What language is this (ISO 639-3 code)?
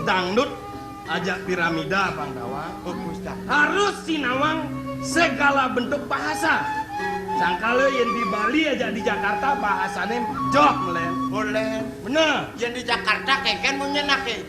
ban